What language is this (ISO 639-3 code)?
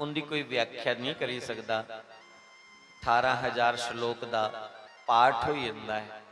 doi